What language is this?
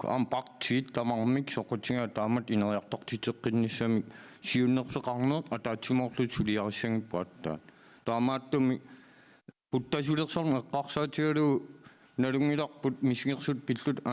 Kalaallisut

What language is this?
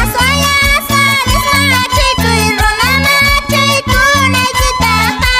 Quechua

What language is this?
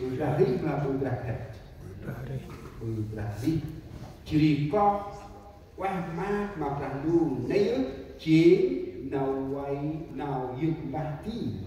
Central Mnong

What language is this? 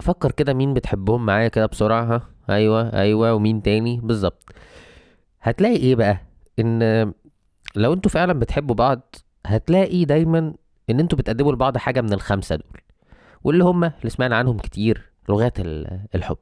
Egyptian Arabic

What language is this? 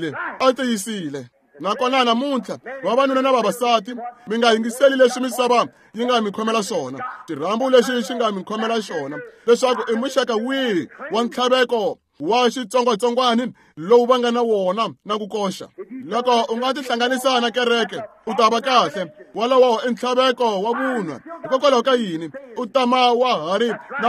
Tsonga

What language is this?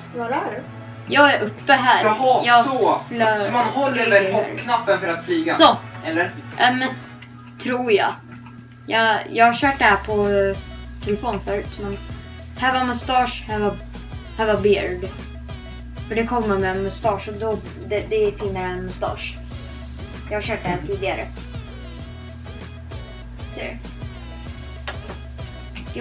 Swedish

